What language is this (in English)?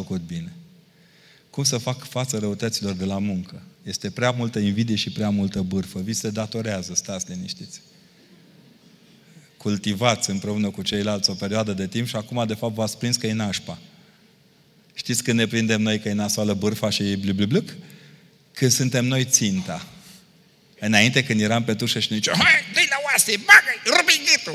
Romanian